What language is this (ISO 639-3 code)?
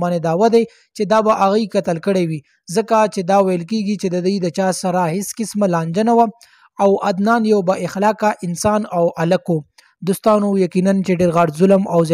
pus